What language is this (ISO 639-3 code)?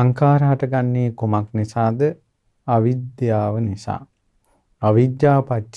sin